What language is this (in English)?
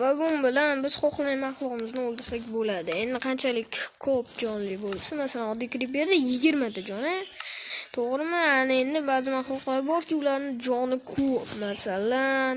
Uzbek